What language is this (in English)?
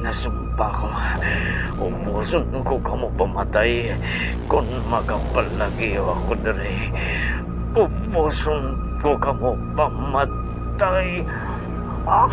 Hiligaynon